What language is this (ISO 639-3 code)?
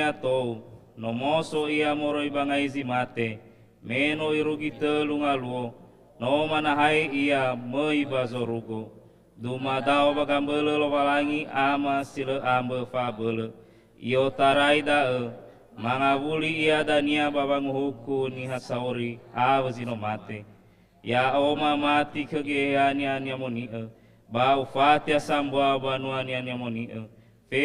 nia